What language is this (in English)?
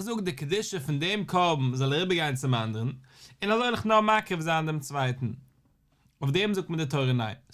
Yiddish